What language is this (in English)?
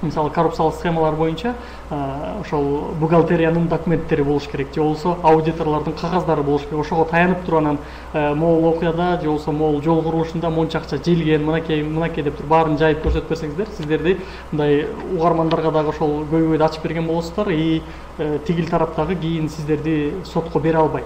Kyrgyz